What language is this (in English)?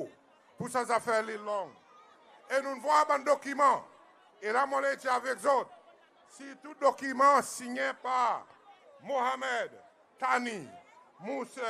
Seselwa Creole French